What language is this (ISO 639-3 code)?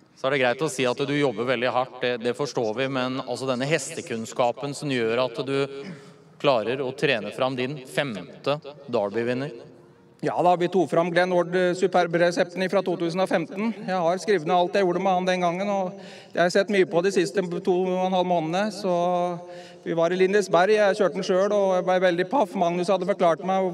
nor